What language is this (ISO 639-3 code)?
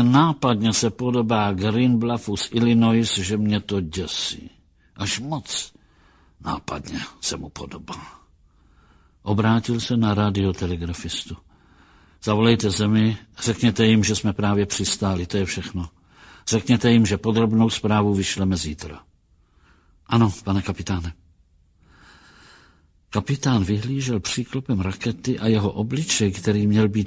ces